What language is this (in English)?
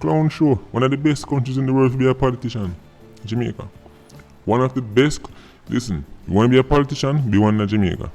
Jamaican Creole English